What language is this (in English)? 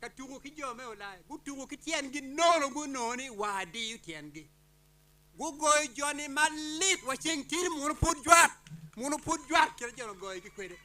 Acoli